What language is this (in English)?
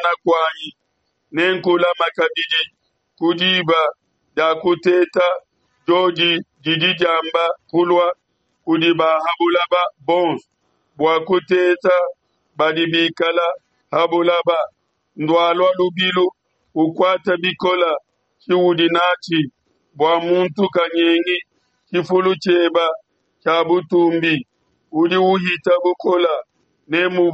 Luba-Lulua